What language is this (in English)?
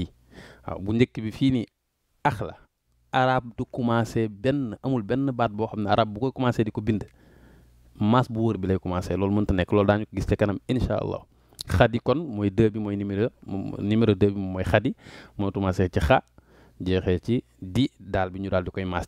Wolof